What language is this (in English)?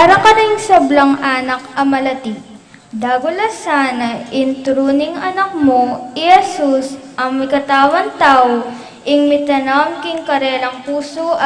Pampanga